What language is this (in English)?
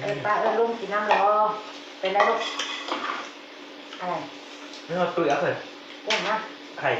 Northeastern Thai